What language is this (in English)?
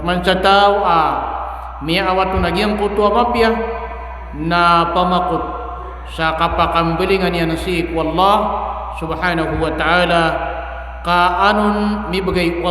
Maranao